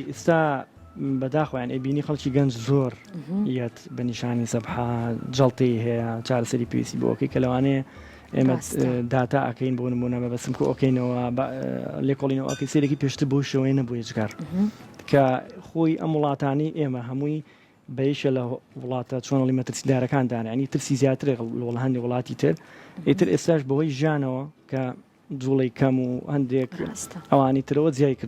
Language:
Central Kurdish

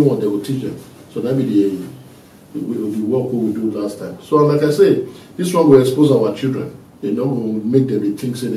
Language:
Nigerian Pidgin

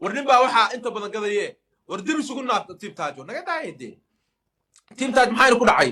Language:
Somali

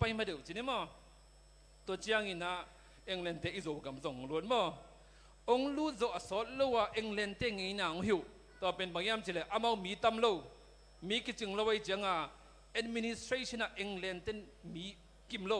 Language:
Tedim Chin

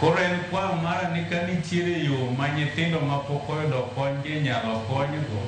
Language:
Luo (Kenya and Tanzania)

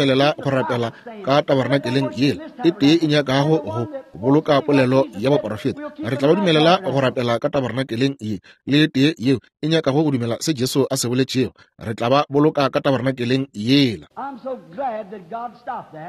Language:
Northern Sotho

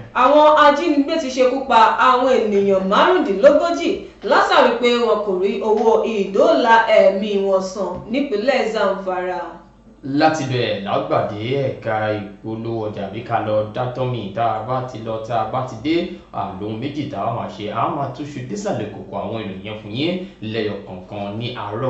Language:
Yoruba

